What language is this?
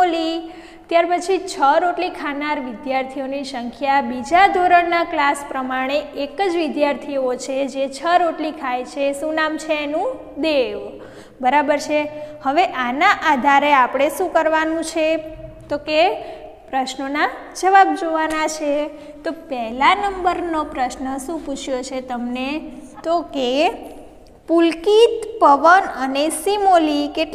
Gujarati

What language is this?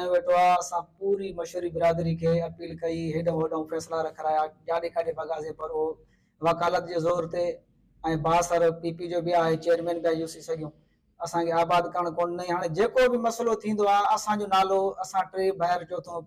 Sindhi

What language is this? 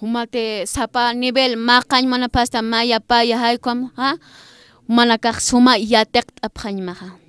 Aymara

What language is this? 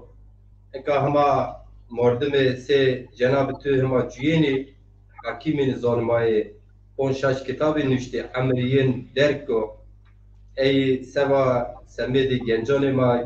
Zaza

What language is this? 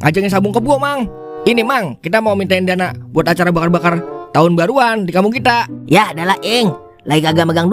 Betawi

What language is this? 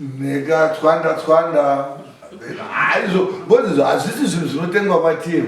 Shona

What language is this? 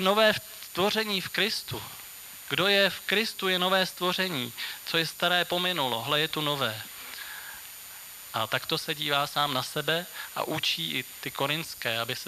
Czech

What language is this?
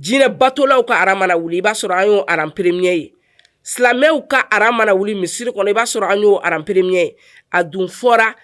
Bambara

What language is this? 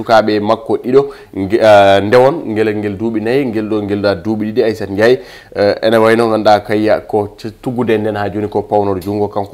Fula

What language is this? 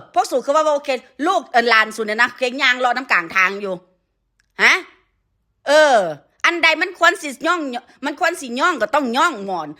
Northeastern Thai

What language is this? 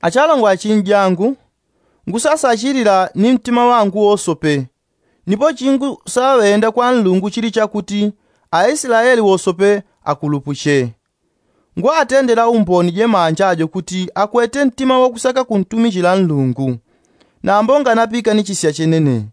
Yao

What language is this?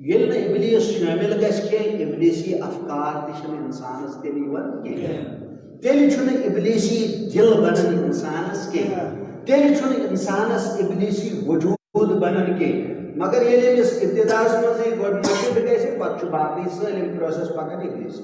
Kashmiri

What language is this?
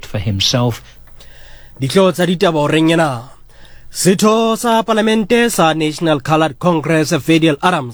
Southern Sotho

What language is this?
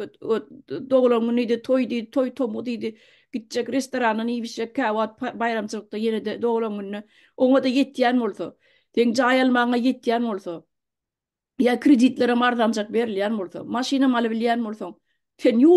Turkmen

